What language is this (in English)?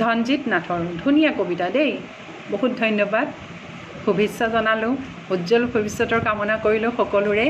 Assamese